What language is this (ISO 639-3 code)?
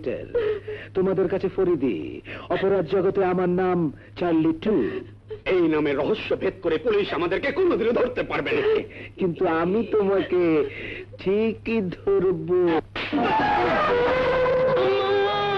ben